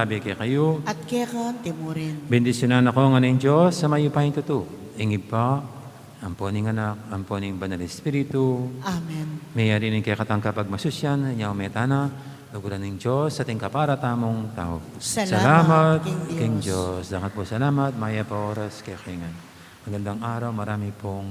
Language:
Pampanga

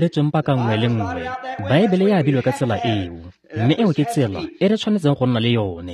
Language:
Tswana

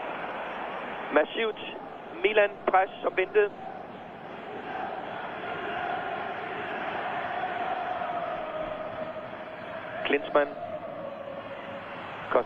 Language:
Danish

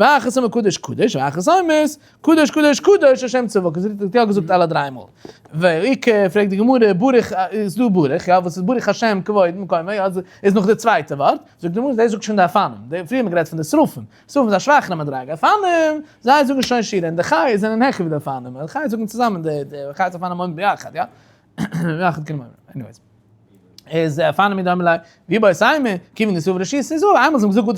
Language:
Yiddish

